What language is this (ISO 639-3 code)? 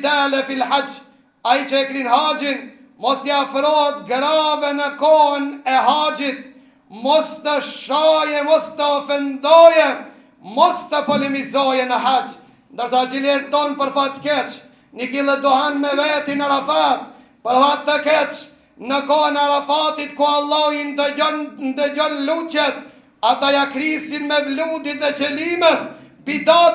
sqi